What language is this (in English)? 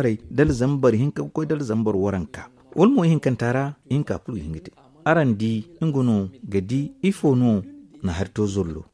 Zarma